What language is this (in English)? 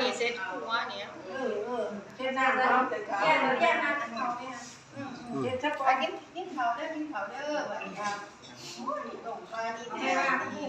Northeastern Thai